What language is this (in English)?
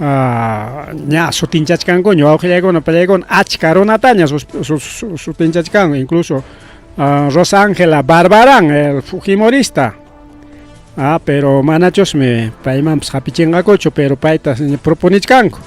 Ayacucho Quechua